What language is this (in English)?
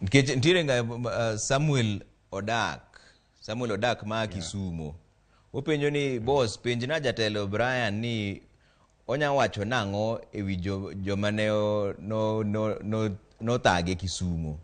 Luo (Kenya and Tanzania)